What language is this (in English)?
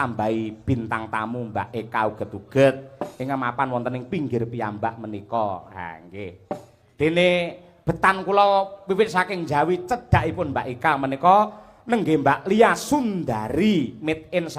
Javanese